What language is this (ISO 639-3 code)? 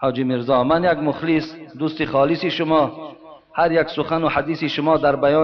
tgk